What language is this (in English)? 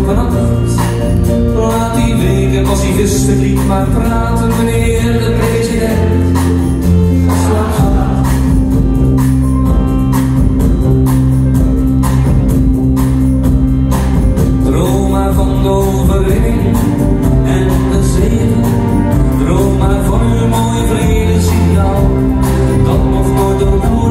Dutch